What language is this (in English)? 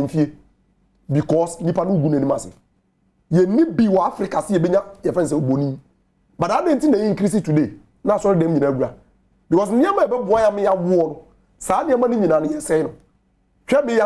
Akan